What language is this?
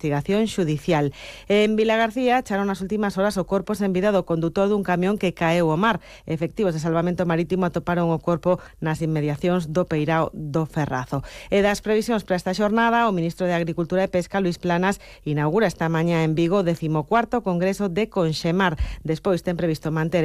Galician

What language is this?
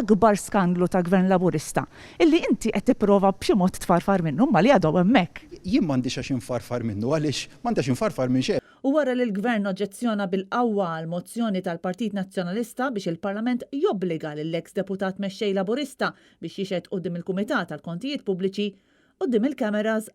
Maltese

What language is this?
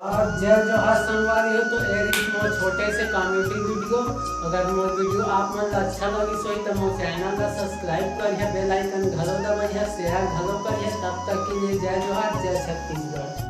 Chhattisgarhi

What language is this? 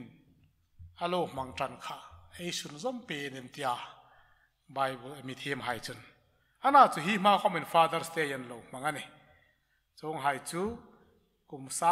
Hmar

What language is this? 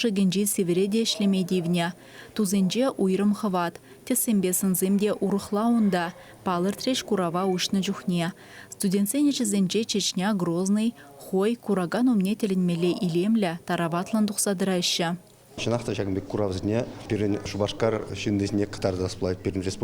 Chuvash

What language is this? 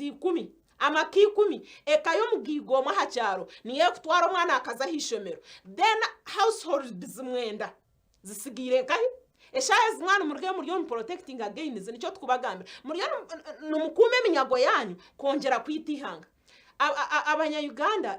Nyankole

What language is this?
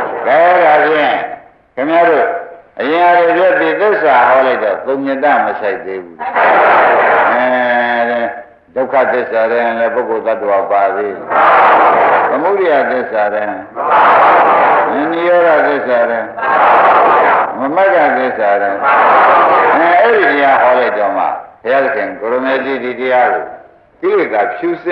Burmese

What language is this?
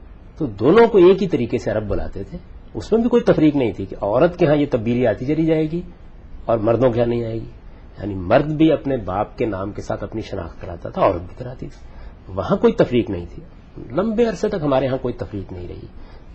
Urdu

